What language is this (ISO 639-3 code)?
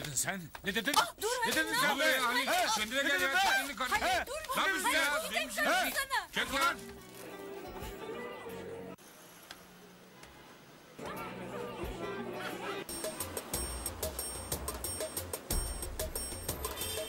tur